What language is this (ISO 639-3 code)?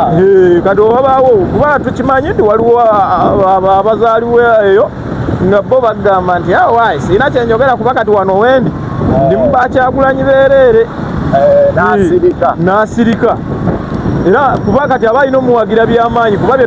lug